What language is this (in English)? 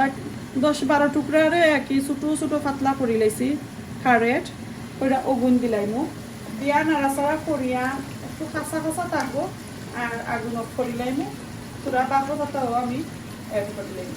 Sylheti